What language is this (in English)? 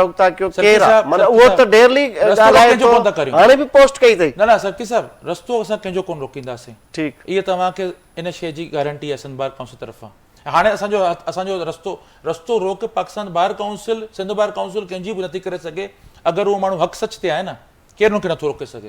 Sindhi